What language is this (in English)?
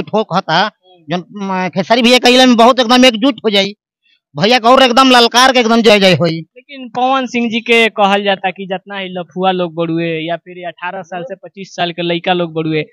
Bhojpuri